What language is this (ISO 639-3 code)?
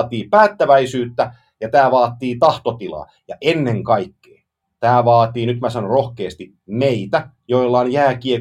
fin